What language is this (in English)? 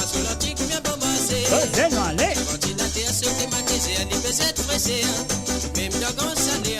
Morisyen